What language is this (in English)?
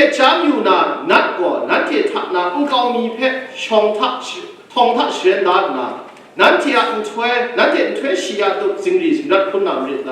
Kachin